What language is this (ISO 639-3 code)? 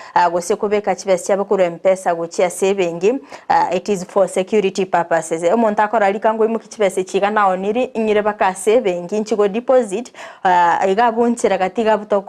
guz